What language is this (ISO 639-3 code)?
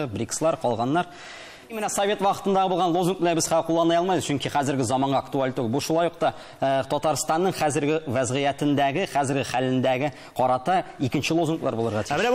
tat